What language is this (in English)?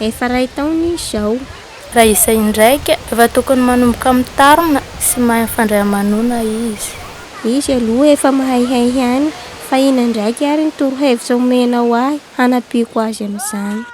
Malagasy